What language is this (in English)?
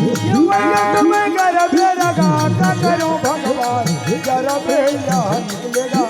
Chhattisgarhi